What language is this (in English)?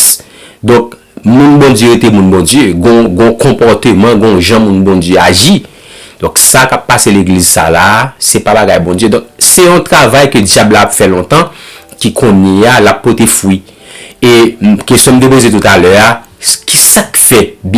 Haitian Creole